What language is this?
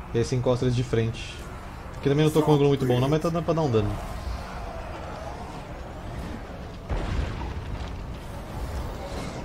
Portuguese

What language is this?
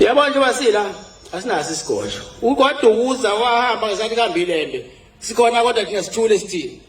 Zulu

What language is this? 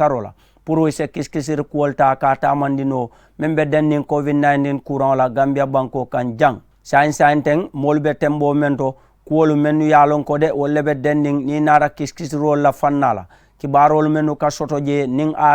Mandingo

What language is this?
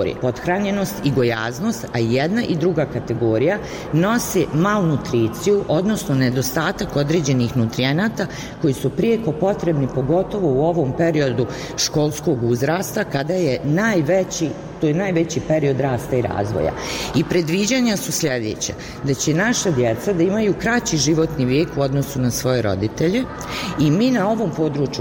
Bosnian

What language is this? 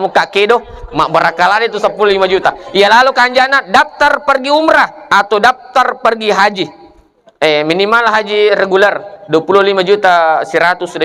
Buginese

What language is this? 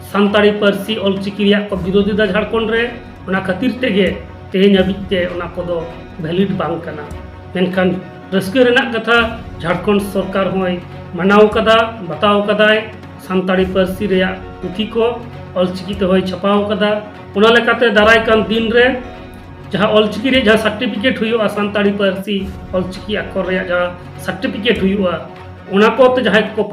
Santali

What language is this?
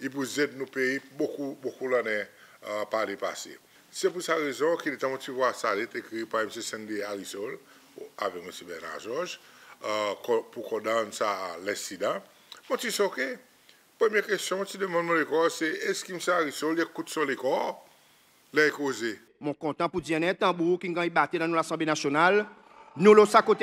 Seselwa Creole French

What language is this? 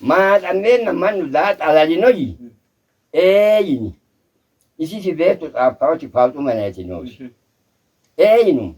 Sidamo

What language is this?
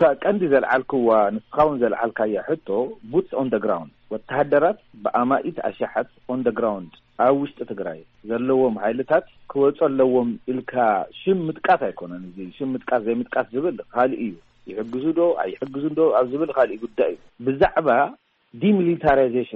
Tigrinya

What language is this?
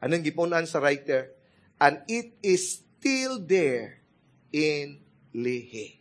Cebuano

